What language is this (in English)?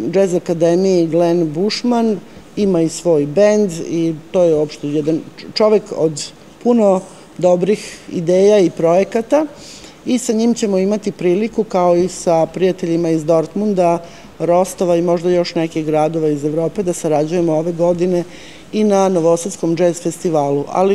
Serbian